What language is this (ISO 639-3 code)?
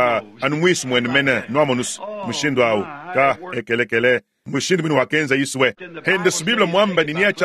lua